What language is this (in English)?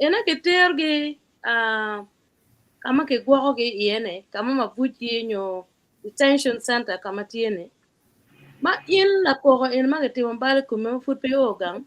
Acoli